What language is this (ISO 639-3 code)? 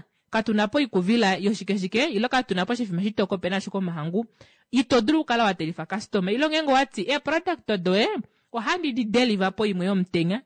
kua